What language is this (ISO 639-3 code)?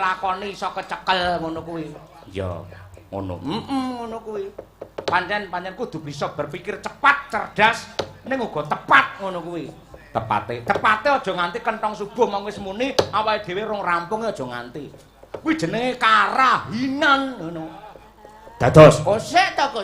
jav